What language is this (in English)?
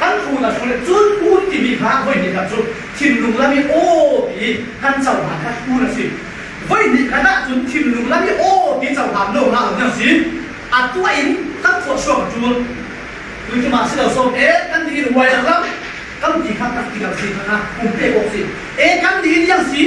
Falam Chin